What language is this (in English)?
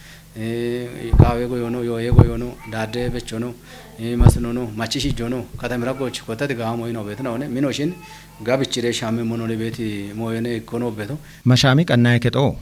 Kafa